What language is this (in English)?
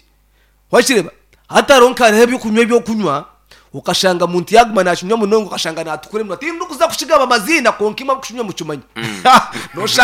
Nyankole